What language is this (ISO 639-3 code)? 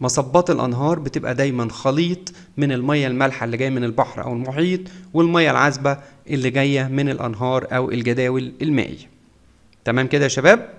arz